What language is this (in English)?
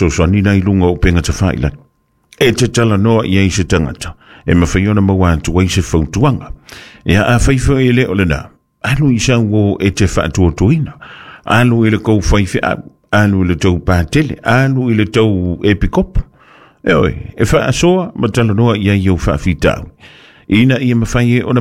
Samoan